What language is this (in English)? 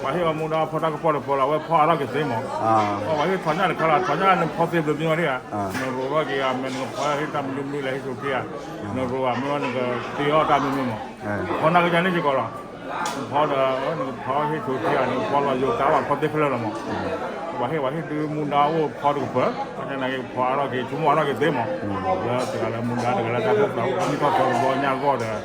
S'gaw Karen